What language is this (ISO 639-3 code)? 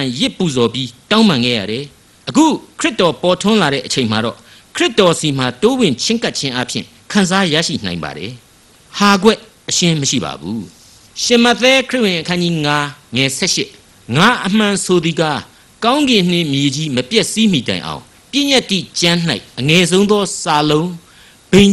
mya